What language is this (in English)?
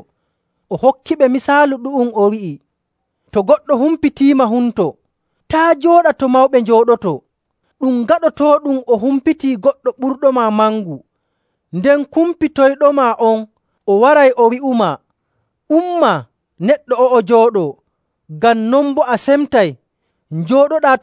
Nigerian Fulfulde